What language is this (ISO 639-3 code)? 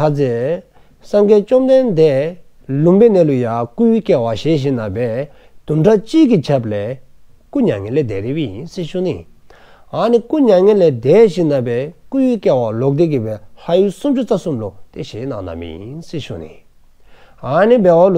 dzo